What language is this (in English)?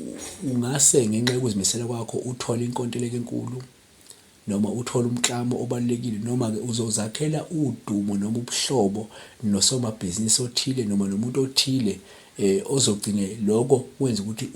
Zulu